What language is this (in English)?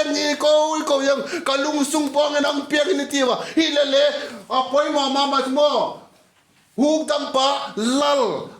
Vaiphei